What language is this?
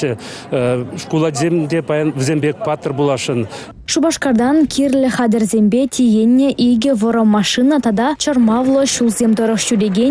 Chuvash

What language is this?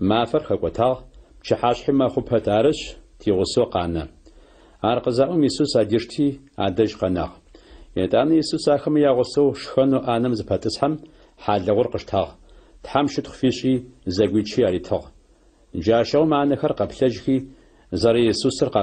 Adyghe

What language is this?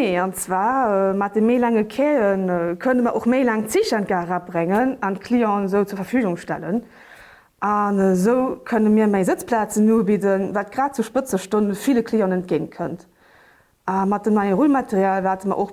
Luxembourgish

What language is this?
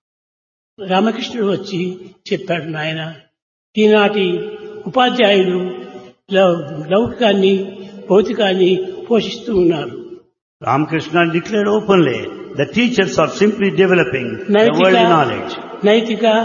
Telugu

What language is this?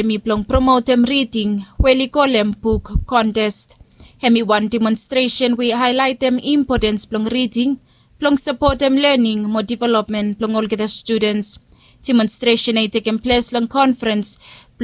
Bislama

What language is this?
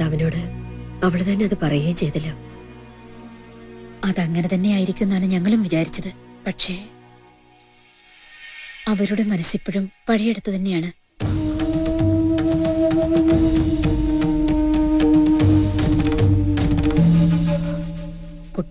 Malayalam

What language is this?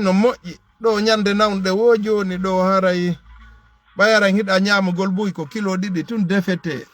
Fula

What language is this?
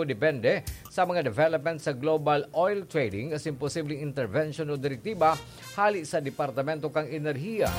Bikol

